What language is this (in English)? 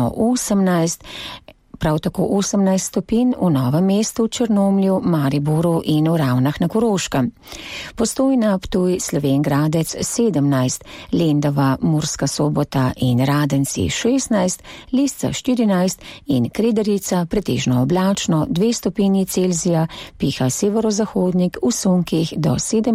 Slovenian